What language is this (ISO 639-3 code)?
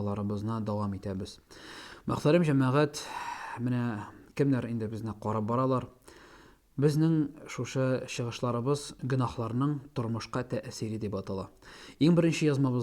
tat